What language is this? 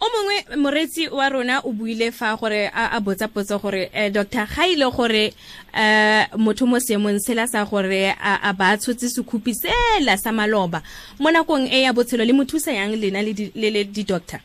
Tswana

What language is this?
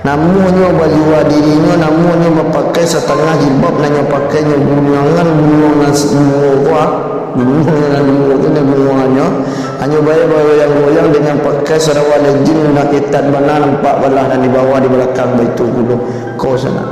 Minangkabau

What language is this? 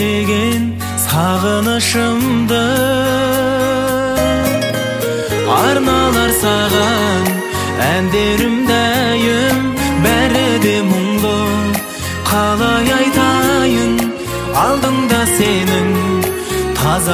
Kazakh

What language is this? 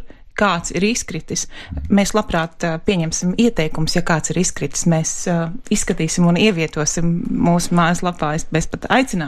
Latvian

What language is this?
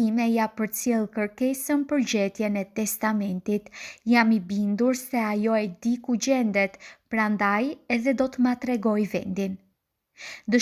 Albanian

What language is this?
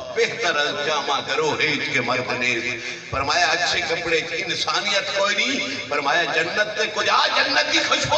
Saraiki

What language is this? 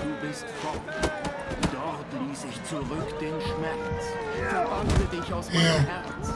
Swiss German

